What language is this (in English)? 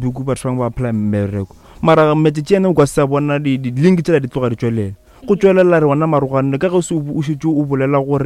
Northern Sotho